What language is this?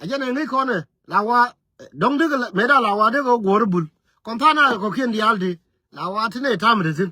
Nuer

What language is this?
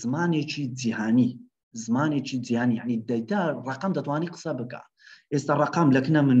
Central Kurdish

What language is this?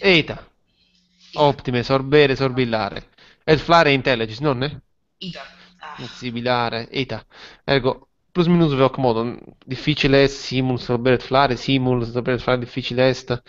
Latin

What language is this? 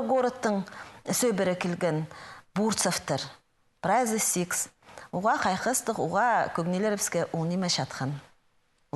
Khakas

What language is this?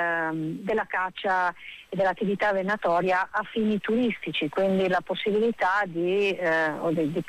Italian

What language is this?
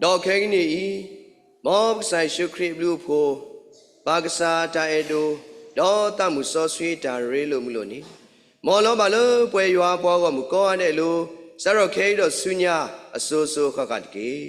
S'gaw Karen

